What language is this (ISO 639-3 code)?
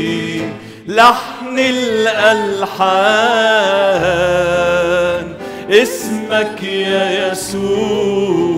arz